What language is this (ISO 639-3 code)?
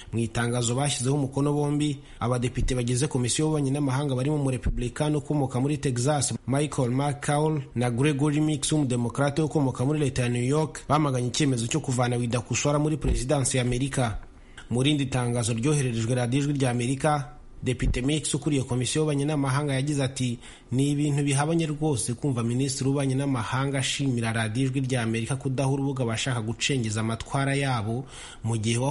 kin